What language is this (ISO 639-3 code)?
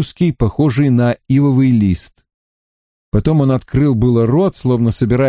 rus